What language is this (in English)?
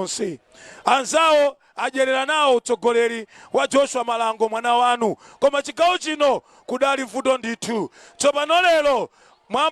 Nyanja